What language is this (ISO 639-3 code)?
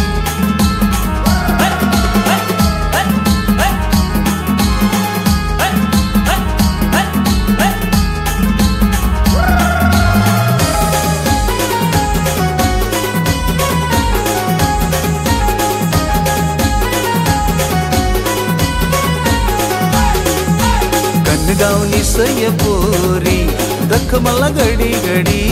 mar